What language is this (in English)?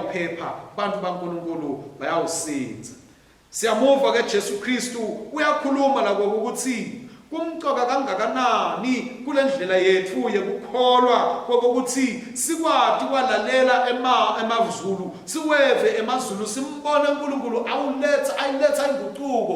Swati